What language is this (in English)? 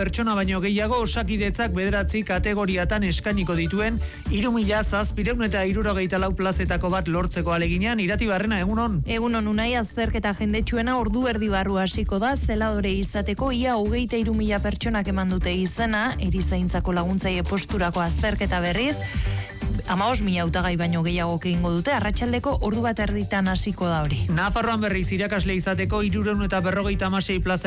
Basque